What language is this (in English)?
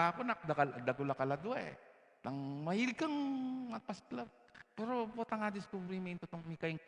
Pampanga